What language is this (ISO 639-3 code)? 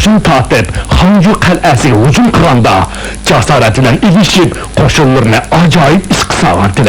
uig